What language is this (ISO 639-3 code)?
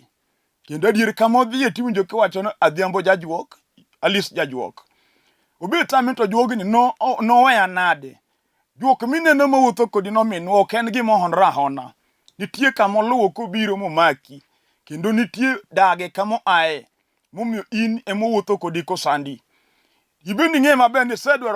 luo